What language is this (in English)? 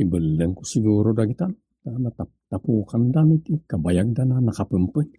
Iloko